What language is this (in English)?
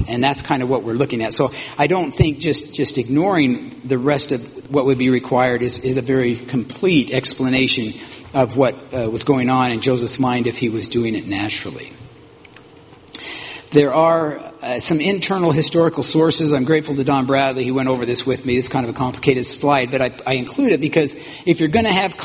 English